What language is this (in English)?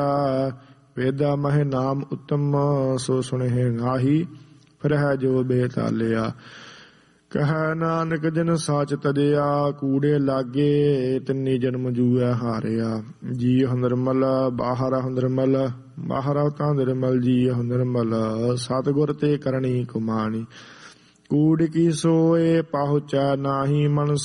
Punjabi